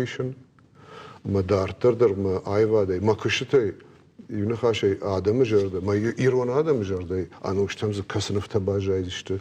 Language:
Ossetic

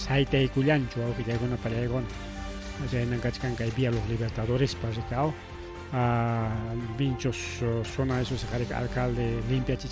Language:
Ayacucho Quechua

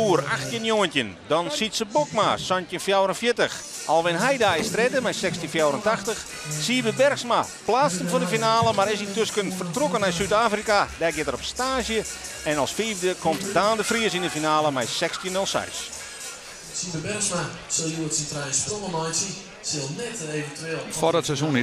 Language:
Western Frisian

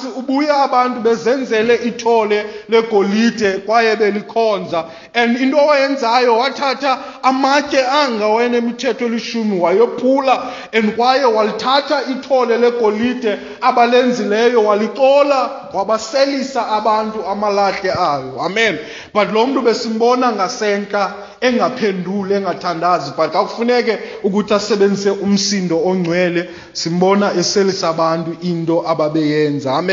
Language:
Xhosa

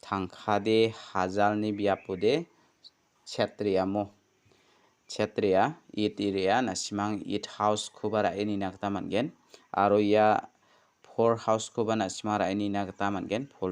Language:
Garo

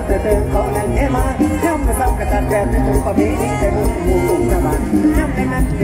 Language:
Thai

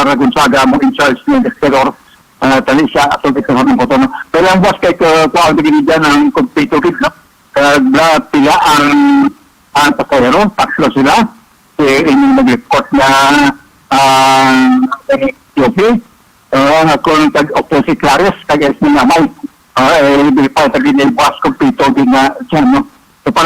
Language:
Hiligaynon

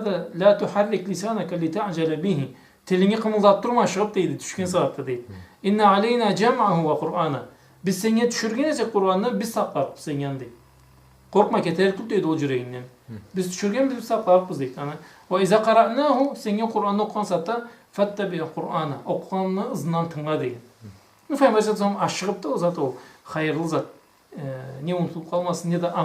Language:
Karachay-Balkar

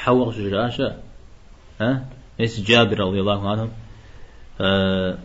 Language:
Kabardian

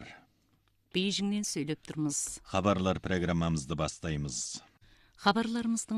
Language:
Kazakh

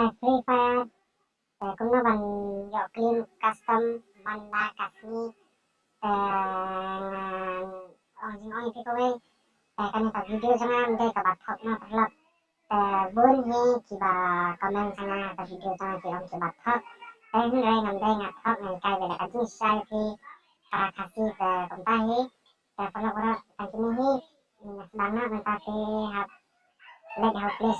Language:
Khasi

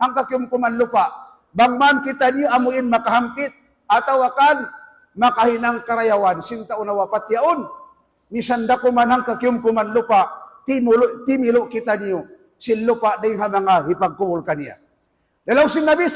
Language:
Tausug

